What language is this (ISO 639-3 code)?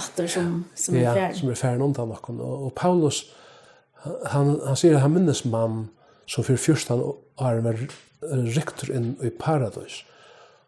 fao